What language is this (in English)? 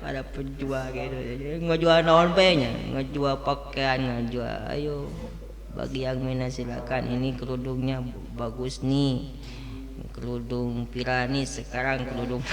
Sundanese